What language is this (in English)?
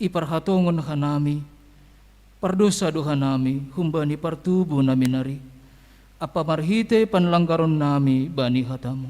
Batak Simalungun